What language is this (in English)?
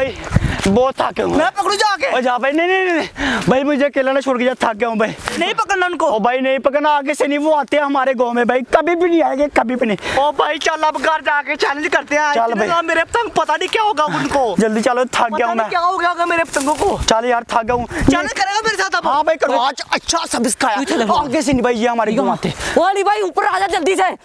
Hindi